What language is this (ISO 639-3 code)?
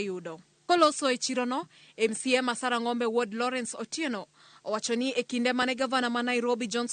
luo